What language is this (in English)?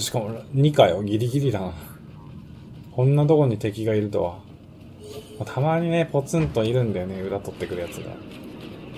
Japanese